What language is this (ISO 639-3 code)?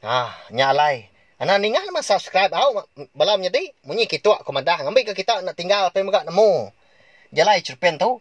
iba